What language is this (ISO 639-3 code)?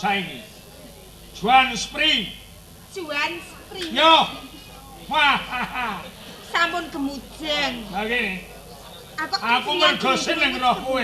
jav